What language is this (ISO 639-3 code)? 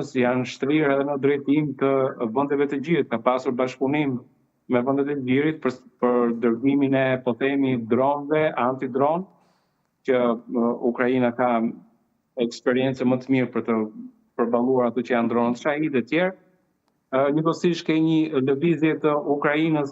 sqi